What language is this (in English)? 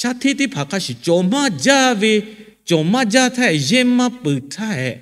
Lahu